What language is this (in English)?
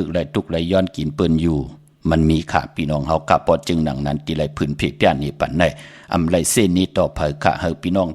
Shan